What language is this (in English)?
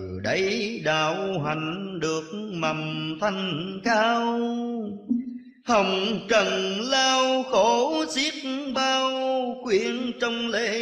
Vietnamese